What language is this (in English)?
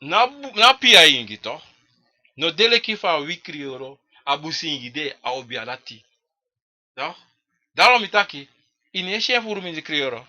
Sranan Tongo